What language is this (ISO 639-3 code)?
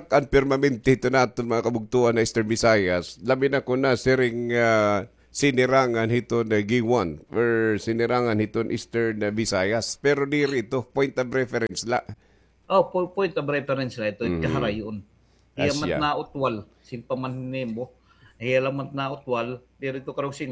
war